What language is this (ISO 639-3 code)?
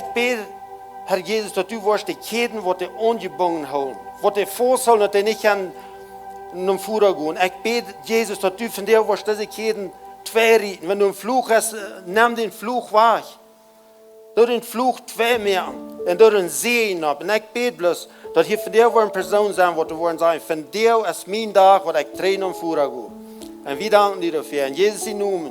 pdt